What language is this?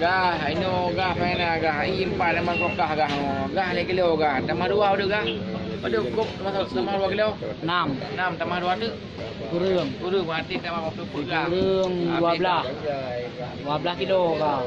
Achinese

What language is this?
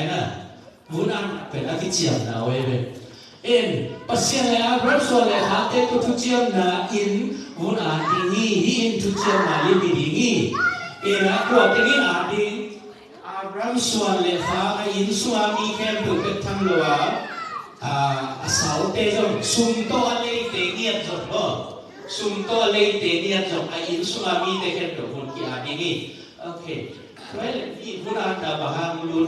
Tedim Chin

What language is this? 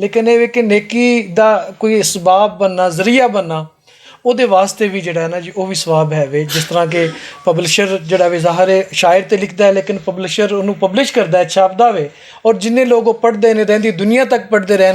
Western Panjabi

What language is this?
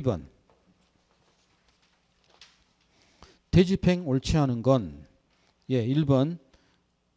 Korean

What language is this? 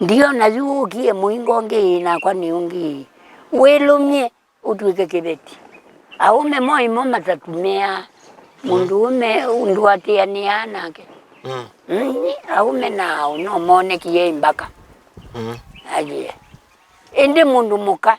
Kamba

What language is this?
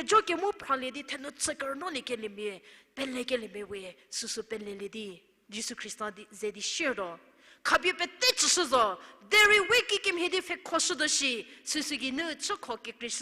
Angami Naga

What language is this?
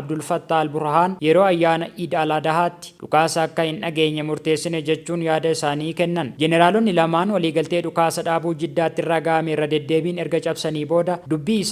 Oromo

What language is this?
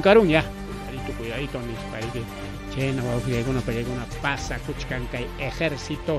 Ayacucho Quechua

